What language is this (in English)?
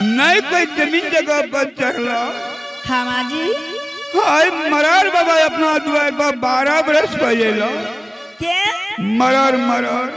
Angika